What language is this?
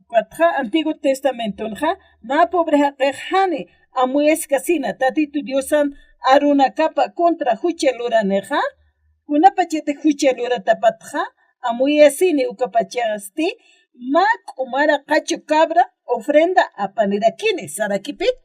Aymara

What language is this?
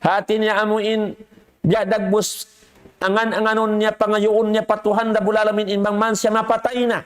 Tausug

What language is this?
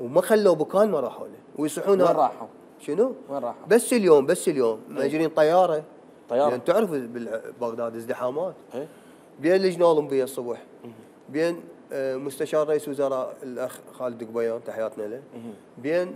Mesopotamian Arabic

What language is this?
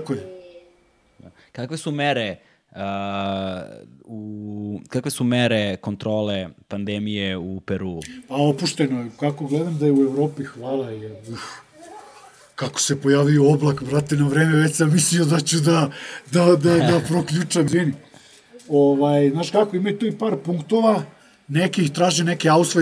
Serbian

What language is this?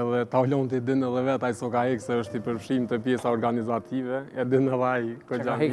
Albanian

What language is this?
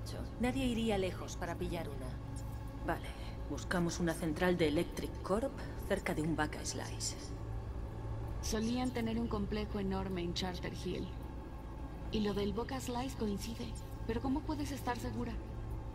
Spanish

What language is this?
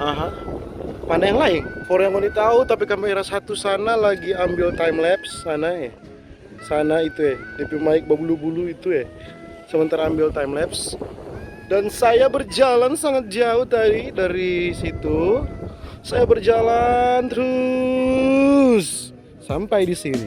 Manado Malay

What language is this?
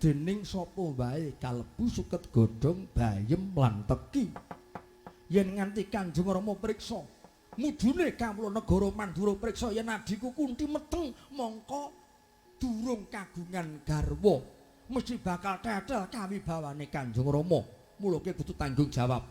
Javanese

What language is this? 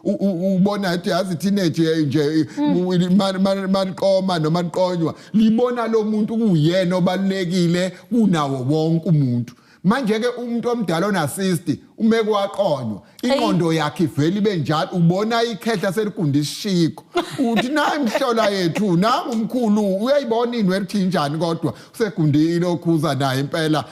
Zulu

